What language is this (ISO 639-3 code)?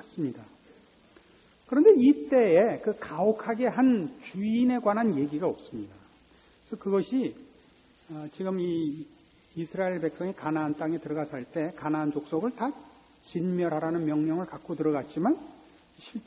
kor